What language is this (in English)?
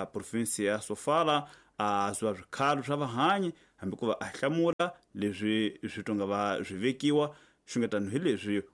Tsonga